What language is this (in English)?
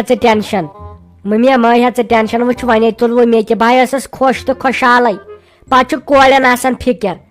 Kashmiri